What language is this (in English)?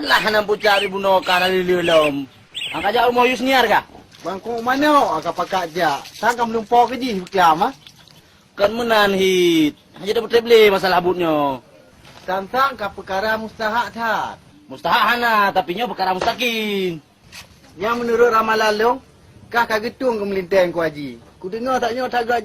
Achinese